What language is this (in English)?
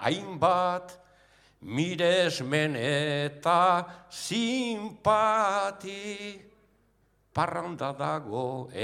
Basque